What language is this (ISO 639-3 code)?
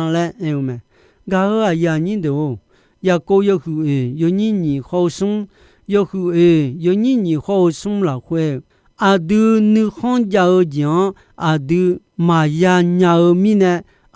ahk